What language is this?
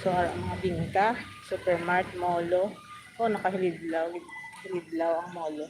Hiligaynon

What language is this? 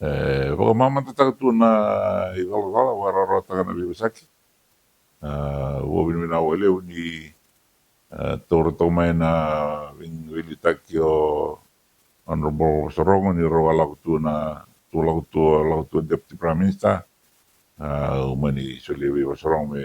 Fijian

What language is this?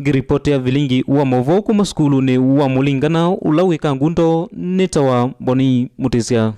Kamba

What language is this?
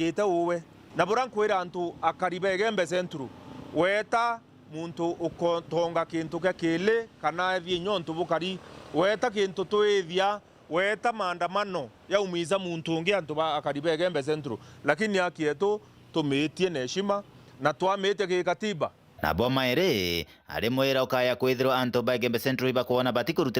Meru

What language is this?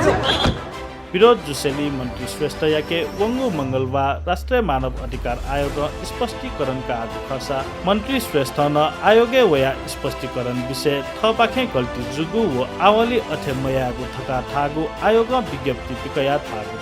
Newari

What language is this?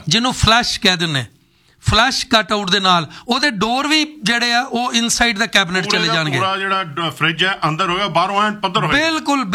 Punjabi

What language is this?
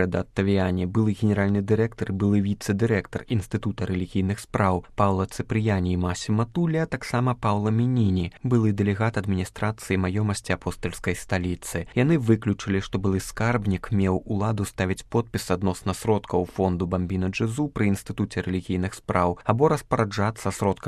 Belarusian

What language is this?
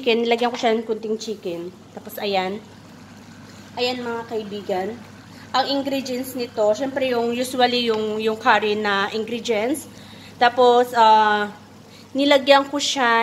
Filipino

